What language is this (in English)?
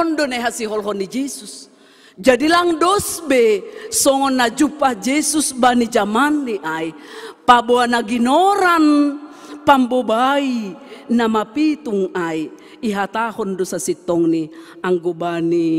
Batak Simalungun